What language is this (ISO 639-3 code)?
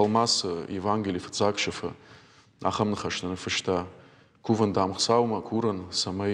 oss